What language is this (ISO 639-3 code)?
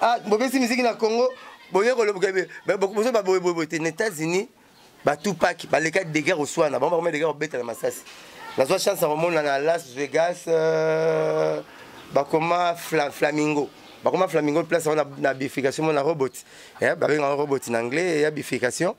lin